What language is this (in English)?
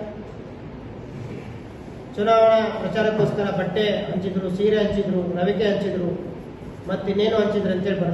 Kannada